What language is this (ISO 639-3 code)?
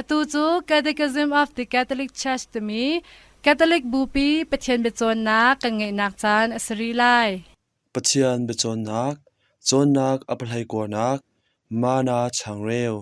cnh